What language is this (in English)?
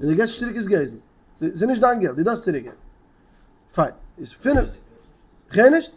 Yiddish